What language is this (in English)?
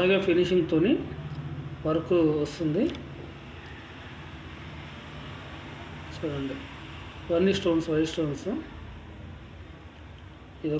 Telugu